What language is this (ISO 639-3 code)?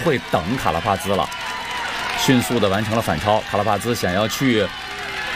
zho